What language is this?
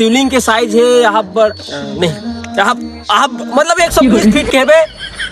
Chhattisgarhi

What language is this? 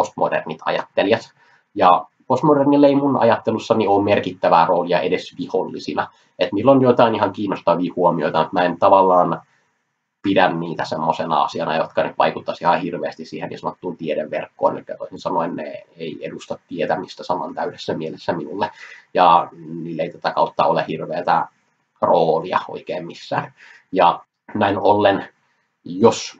Finnish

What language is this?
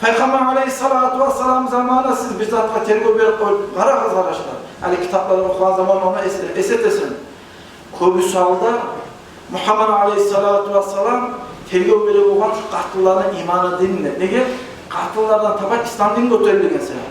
Kumyk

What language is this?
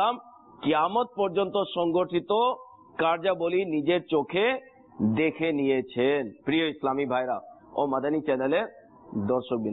Bangla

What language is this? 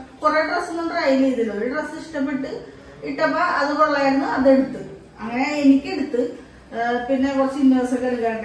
Malayalam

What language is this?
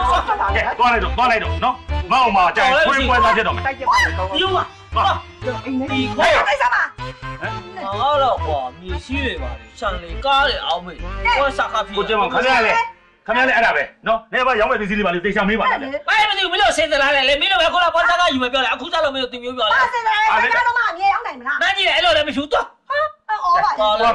Burmese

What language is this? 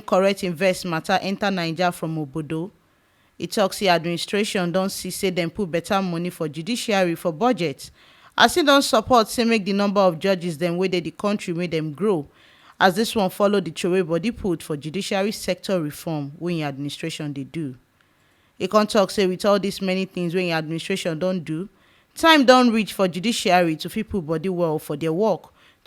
Nigerian Pidgin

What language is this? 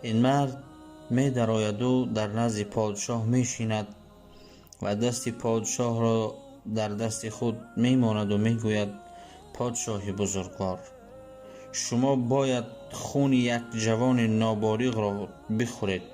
Tajik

